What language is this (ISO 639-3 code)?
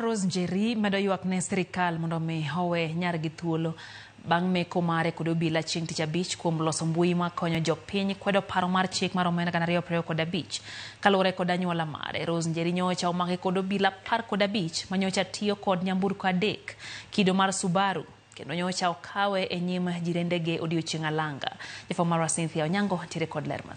luo